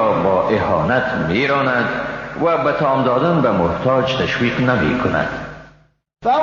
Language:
Persian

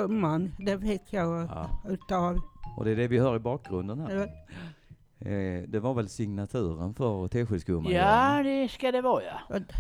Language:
Swedish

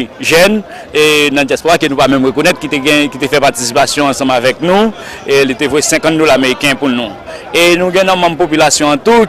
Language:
Haitian Creole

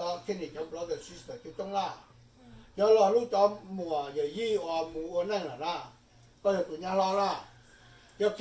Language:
Hmong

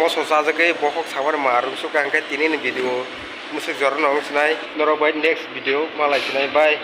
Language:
Kok Borok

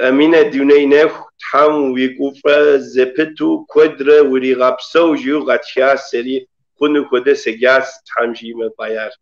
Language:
Kabardian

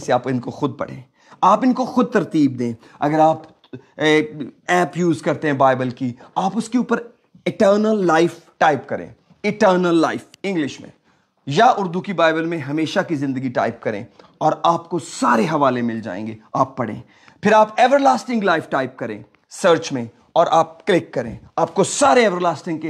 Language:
Urdu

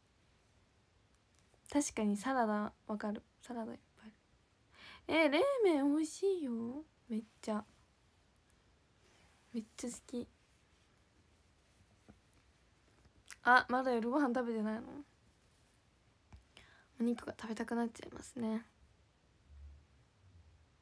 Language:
Japanese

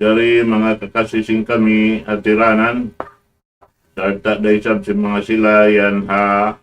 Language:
Tausug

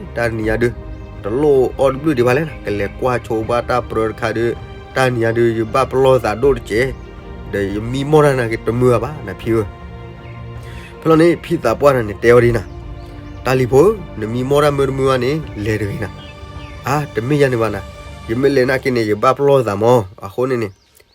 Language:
S'gaw Karen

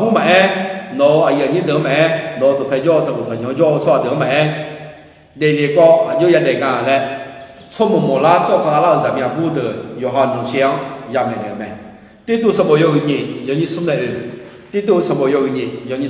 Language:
Akha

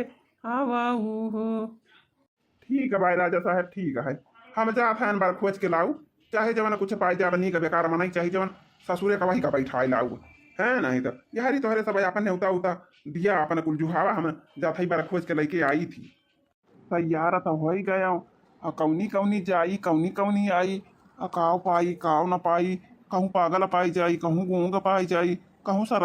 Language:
Awadhi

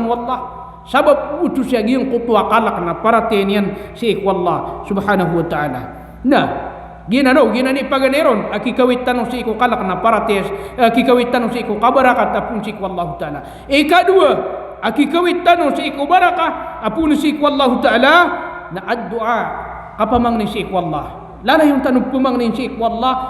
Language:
Maranao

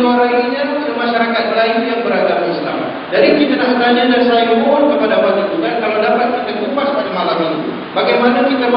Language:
Malay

